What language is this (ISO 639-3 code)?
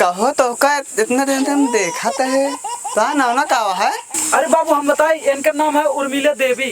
awa